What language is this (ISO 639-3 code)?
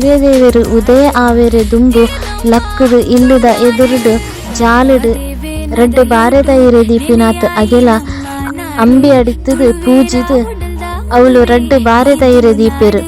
tcy